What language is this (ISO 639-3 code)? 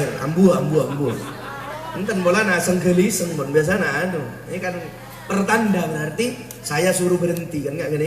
mad